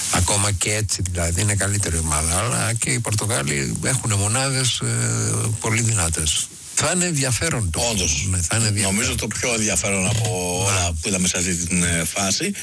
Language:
Greek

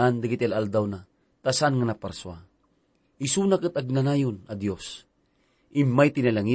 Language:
Iloko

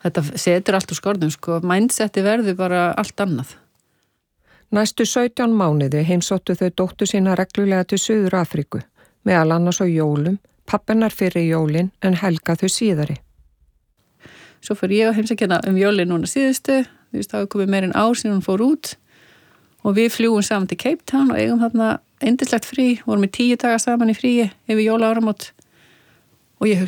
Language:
Icelandic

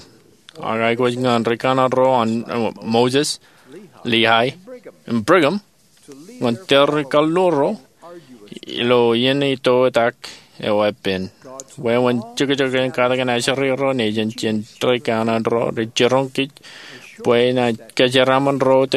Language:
Marshallese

